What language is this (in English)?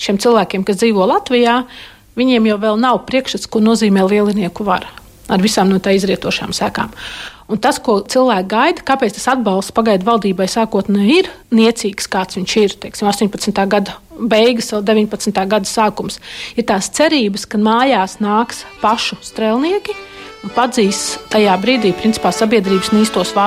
Latvian